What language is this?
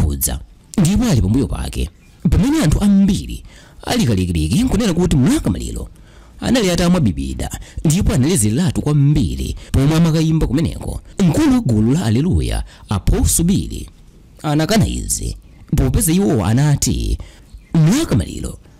Nyanja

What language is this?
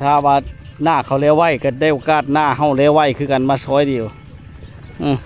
Lao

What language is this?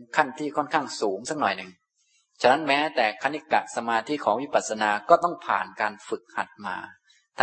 Thai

